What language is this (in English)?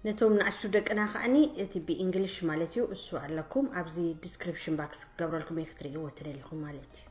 Tigrinya